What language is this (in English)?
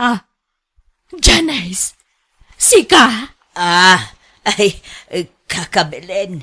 Iloko